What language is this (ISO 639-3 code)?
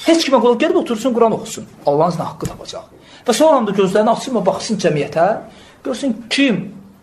aze